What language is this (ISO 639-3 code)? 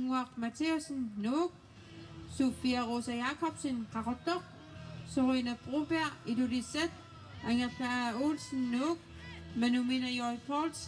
kal